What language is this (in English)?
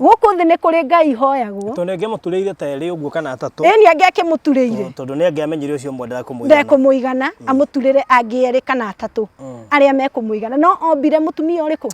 Kikuyu